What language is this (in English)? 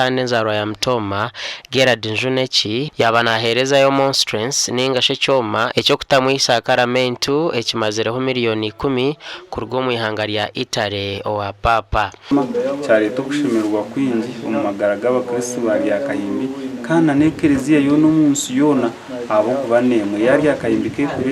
Nyankole